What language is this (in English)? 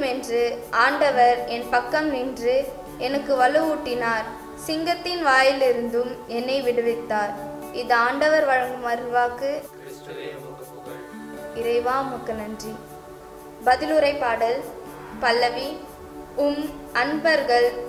Tamil